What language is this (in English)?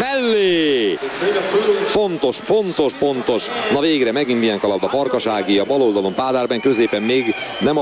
Hungarian